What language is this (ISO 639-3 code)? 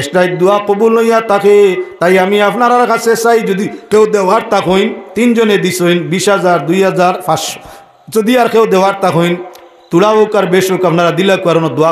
syl